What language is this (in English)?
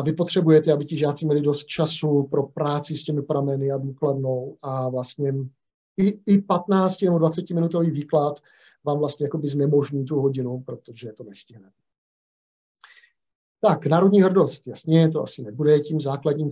Czech